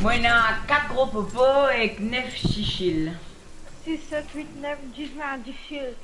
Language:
Morisyen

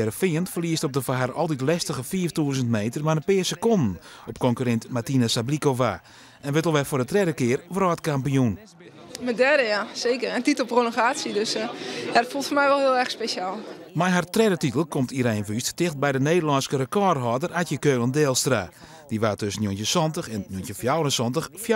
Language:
Western Frisian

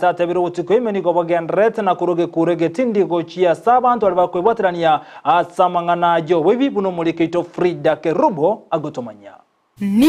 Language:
Gusii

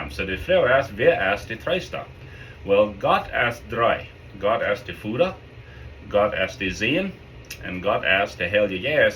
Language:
Plautdietsch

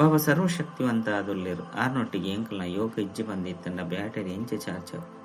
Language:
Tulu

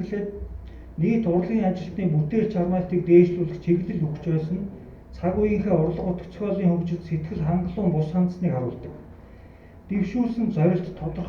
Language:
Mongolian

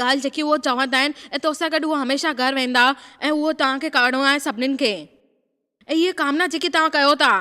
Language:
Sindhi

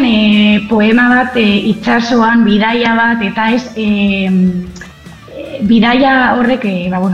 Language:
Basque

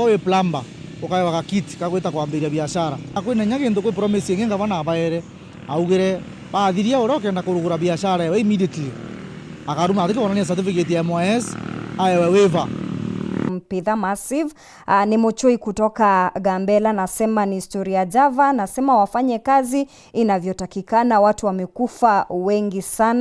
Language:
Meru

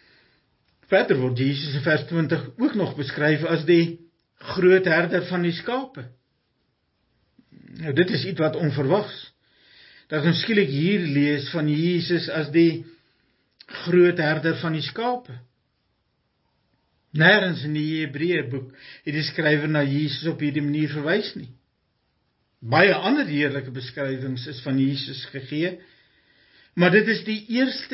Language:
Afrikaans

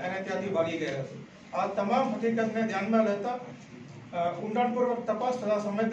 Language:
Gujarati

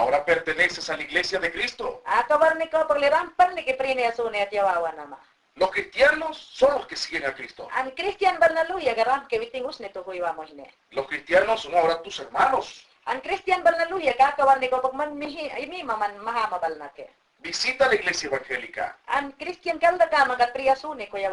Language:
Mayangna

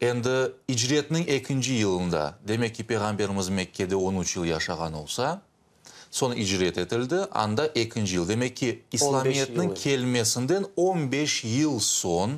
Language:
Crimean Tatar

